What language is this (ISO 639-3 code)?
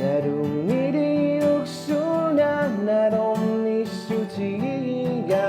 kal